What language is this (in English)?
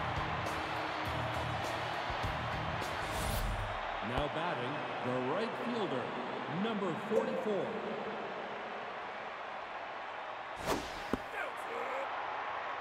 English